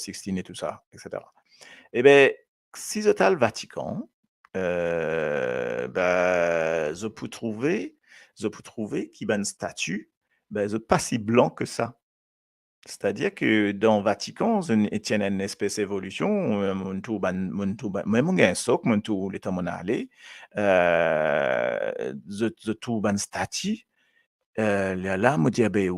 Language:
Morisyen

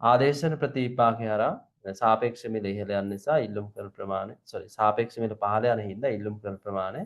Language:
Sinhala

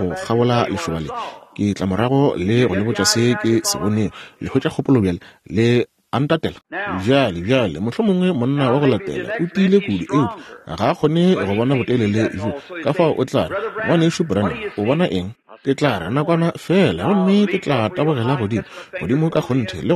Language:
Northern Sotho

